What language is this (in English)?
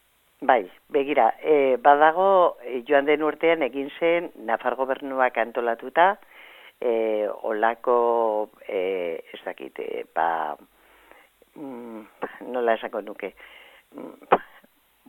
Basque